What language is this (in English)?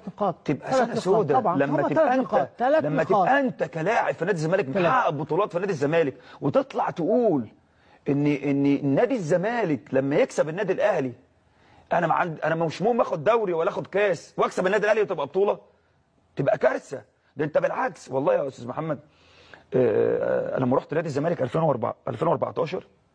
Egyptian Arabic